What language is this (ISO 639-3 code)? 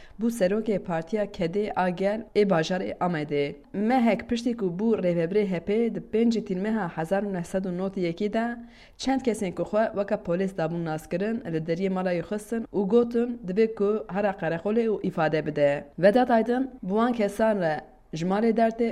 kur